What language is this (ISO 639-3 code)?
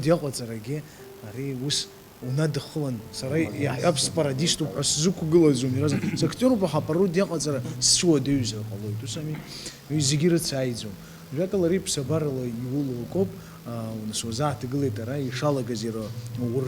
abk